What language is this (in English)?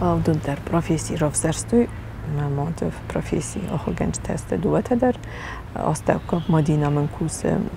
Ossetic